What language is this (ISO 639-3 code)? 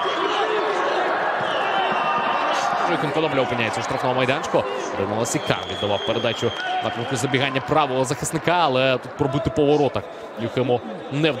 ukr